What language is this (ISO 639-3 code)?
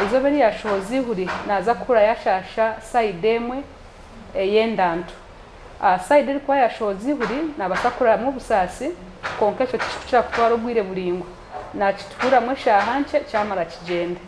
nyn